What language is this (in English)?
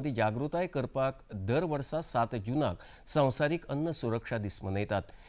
Konkani